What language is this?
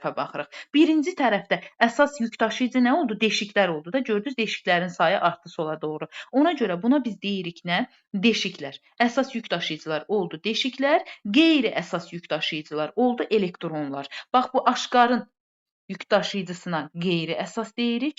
Azerbaijani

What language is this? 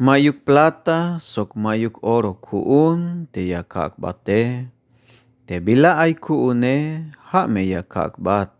Tzeltal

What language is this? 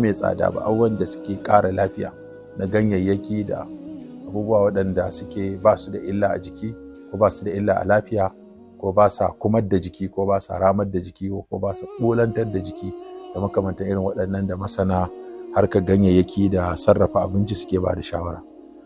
Hausa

